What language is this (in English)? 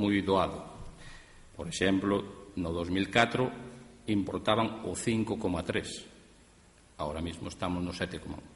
Galician